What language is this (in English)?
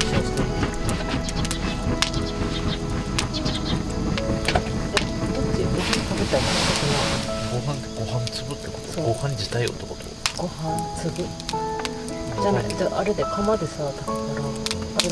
Japanese